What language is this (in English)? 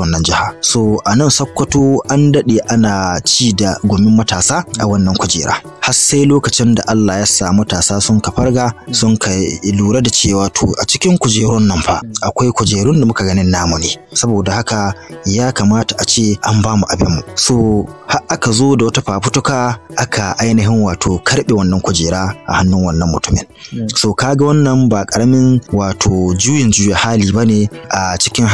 Hausa